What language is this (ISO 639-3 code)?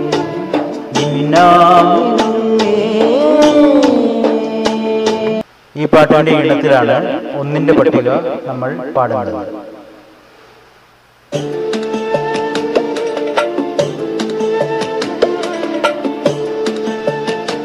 mal